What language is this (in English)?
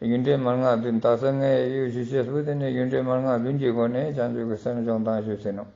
Ladakhi